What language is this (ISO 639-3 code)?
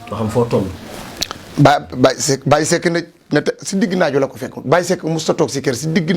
wol